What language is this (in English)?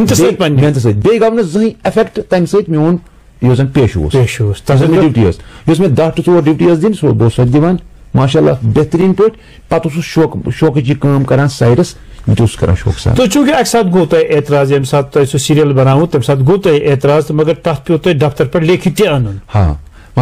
Kashmiri